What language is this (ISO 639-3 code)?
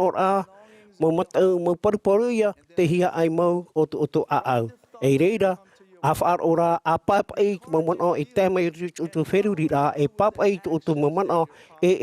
tah